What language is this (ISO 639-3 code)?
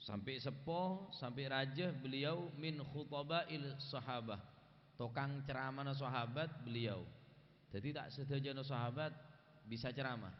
mad